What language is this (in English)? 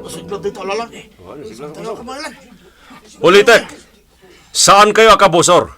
Iloko